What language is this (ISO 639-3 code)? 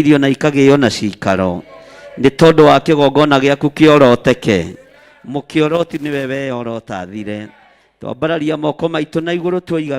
kik